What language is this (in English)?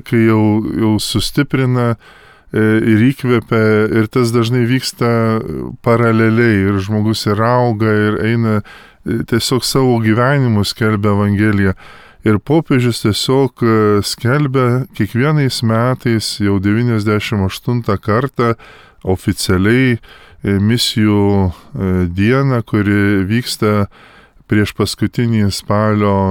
Lithuanian